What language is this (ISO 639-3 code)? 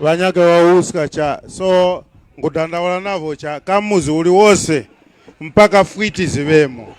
tum